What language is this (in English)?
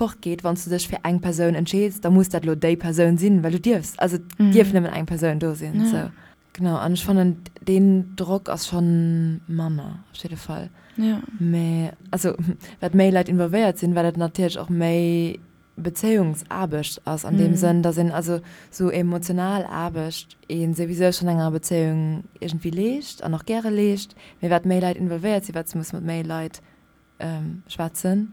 Luxembourgish